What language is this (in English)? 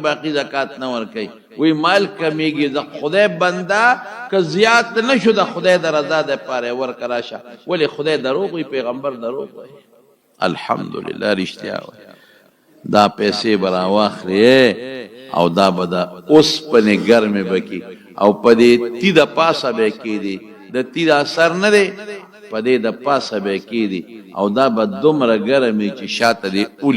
Pashto